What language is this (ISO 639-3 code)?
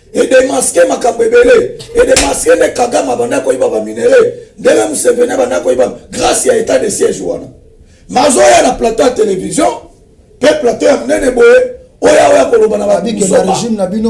lin